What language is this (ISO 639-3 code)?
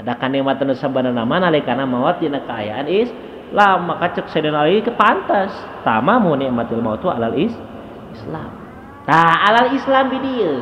sun